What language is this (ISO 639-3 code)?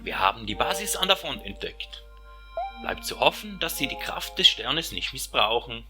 gsw